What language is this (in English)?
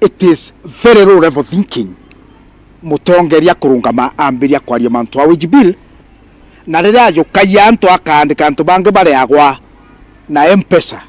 Meru